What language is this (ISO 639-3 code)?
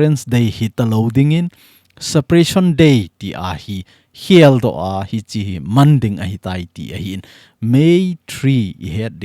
tcz